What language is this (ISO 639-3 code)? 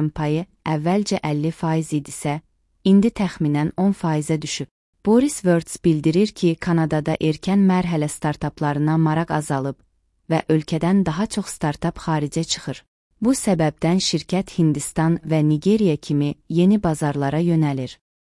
aze